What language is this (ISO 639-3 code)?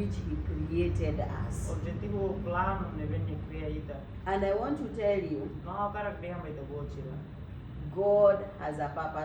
tet